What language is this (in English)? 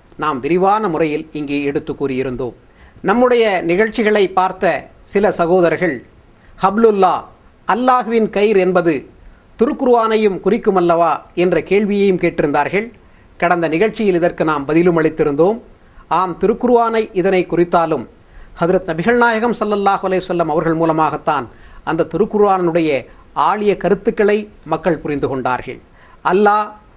Tamil